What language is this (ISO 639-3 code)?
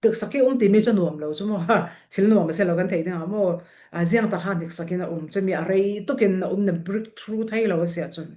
cfm